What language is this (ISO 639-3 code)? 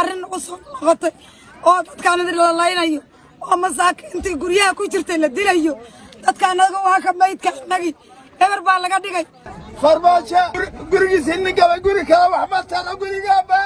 som